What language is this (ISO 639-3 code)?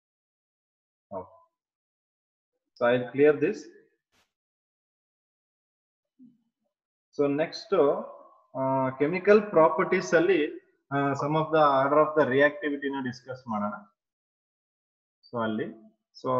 kan